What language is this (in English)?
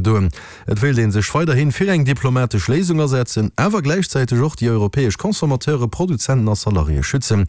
Luxembourgish